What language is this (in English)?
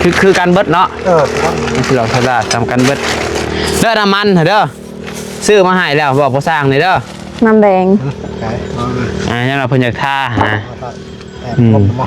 Northeastern Thai